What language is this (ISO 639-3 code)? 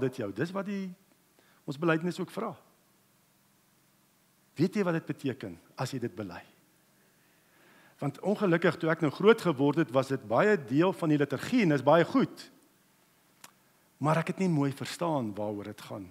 afr